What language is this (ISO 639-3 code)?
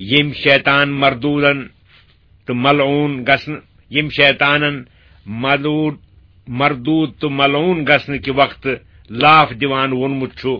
kas